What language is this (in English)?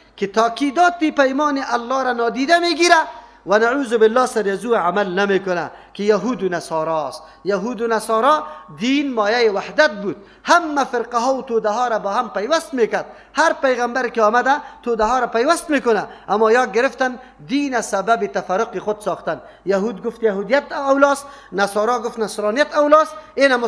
Persian